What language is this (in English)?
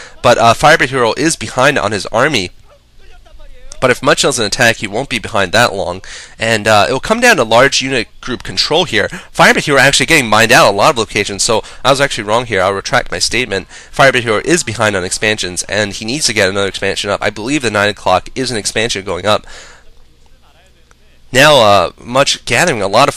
English